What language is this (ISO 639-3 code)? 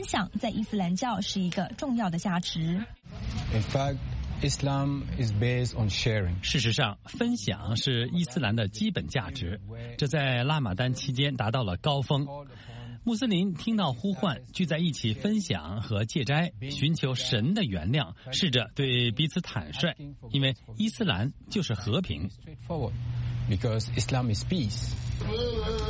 zho